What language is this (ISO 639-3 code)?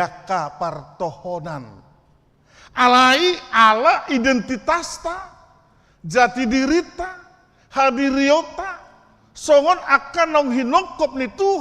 bbc